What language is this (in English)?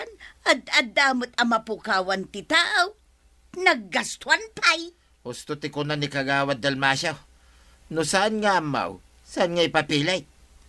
Iloko